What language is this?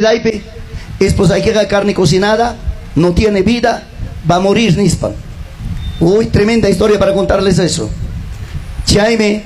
Ayacucho Quechua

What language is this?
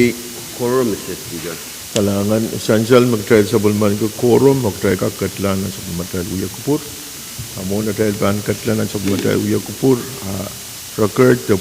Pohnpeian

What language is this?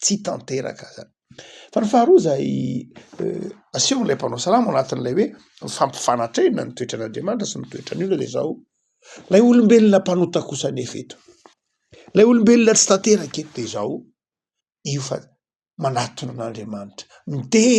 Malagasy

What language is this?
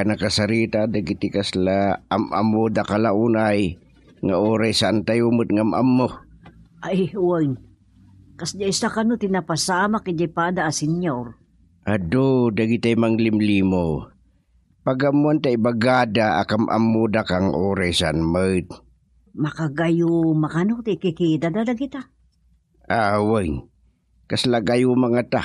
Iloko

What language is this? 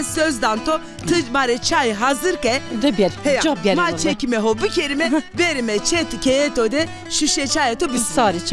Zaza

